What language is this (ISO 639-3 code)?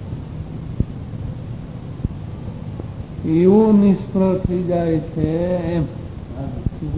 guj